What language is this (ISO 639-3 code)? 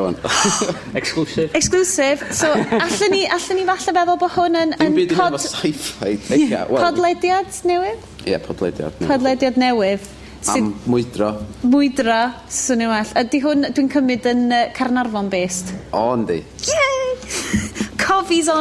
cym